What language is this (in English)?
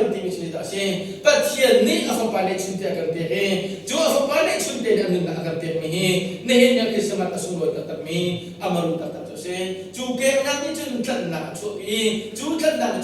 Hakha Chin